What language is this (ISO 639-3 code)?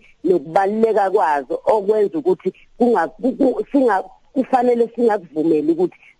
zul